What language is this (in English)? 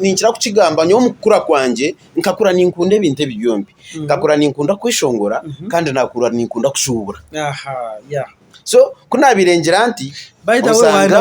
Nyankole